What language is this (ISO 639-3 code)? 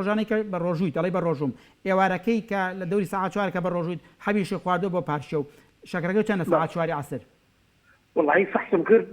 ckb